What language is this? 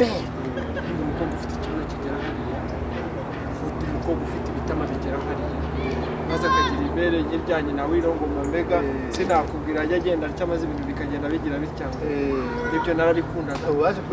Kinyarwanda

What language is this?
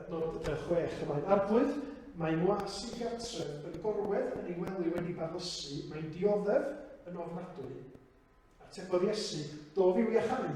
Welsh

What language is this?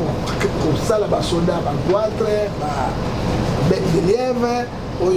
Lingala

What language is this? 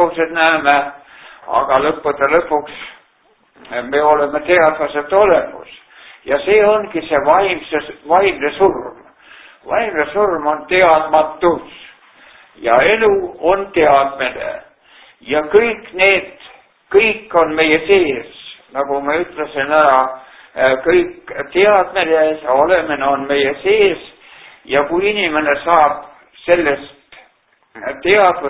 Estonian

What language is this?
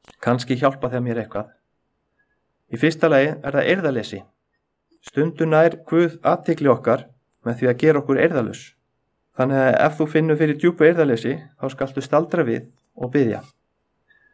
Icelandic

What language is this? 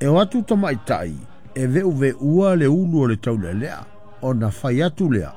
Samoan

